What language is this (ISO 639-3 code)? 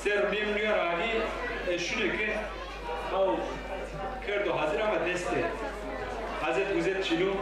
zza